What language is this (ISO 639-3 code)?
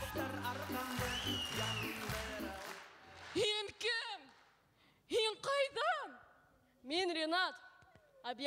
bak